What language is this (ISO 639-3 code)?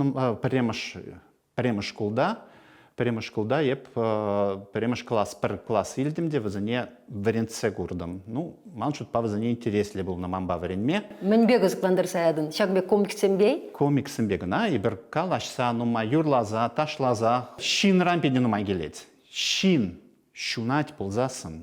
chv